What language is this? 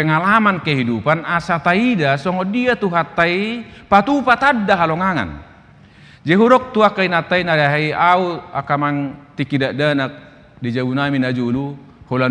Batak Toba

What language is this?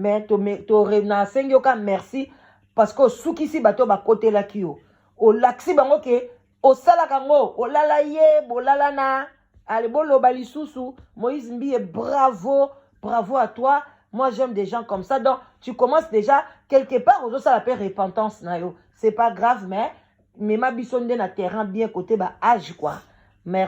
Lingala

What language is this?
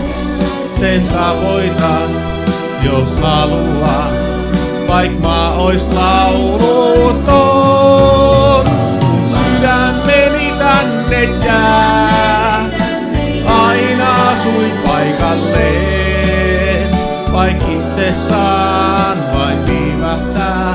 Finnish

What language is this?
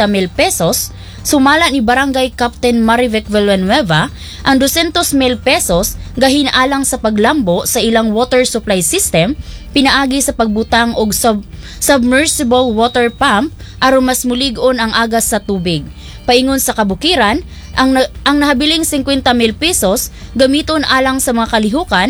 Cebuano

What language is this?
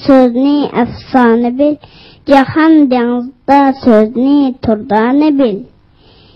Uyghur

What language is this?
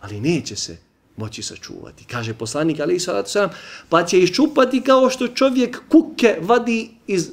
Bosnian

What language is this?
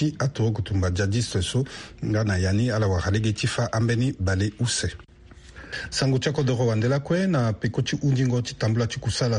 Sango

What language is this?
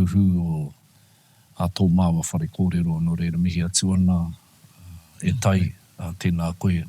Māori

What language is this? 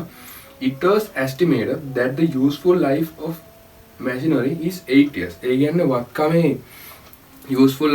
Sinhala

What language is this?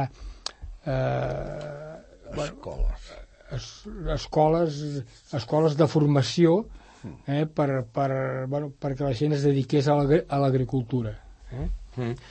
Catalan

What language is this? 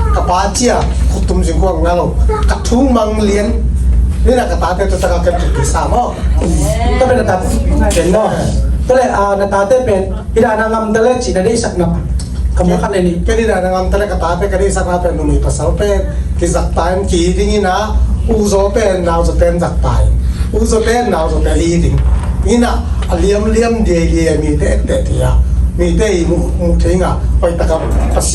Tedim Chin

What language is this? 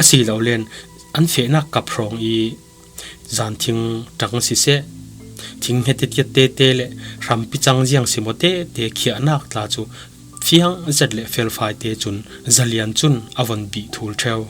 Falam Chin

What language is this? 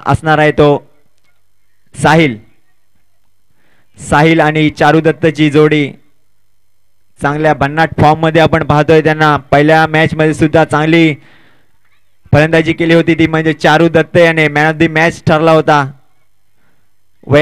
Marathi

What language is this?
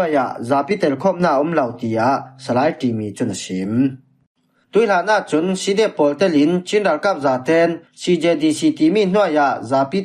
Falam Chin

